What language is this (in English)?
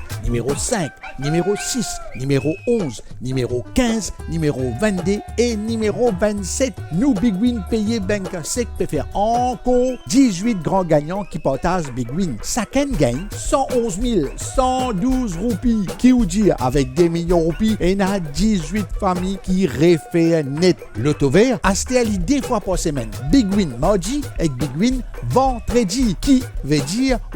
Morisyen